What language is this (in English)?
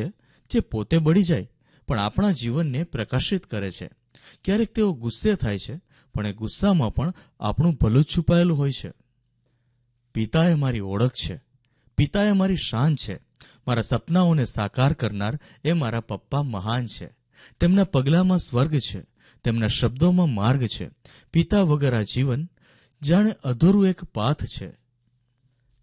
Gujarati